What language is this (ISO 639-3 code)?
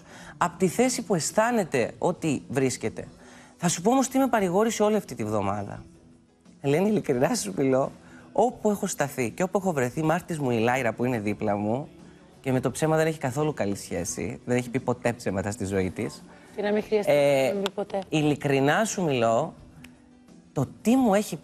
ell